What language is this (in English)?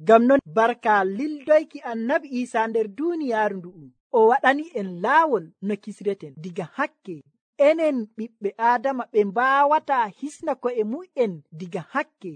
Nigerian Fulfulde